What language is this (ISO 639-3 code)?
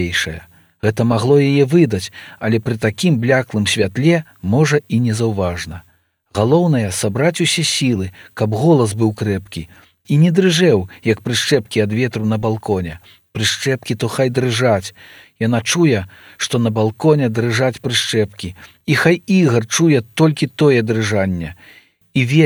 bel